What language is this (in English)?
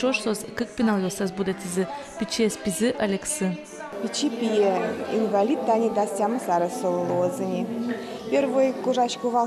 Udmurt